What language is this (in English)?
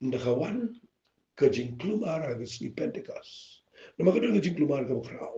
Khasi